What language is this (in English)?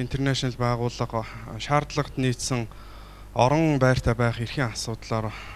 Mongolian